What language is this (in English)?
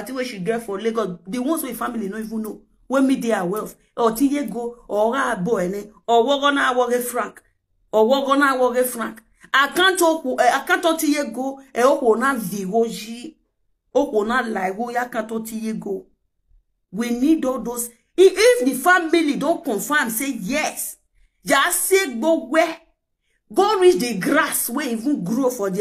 Nigerian Pidgin